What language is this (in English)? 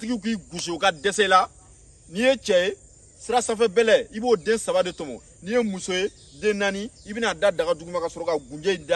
Bambara